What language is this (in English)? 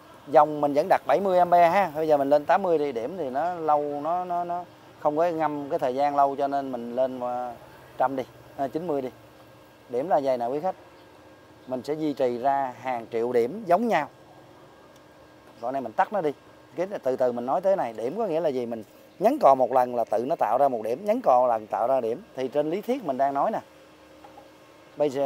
Vietnamese